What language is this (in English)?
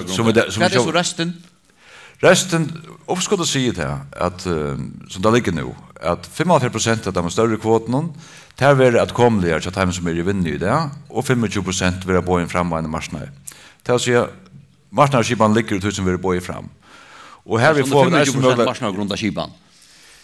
Faroese